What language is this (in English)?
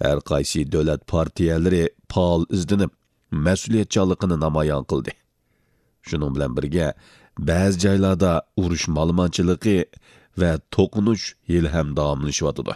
Uyghur